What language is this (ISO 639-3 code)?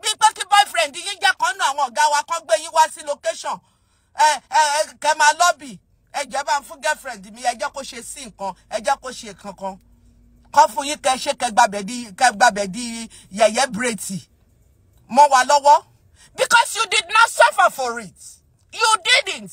yor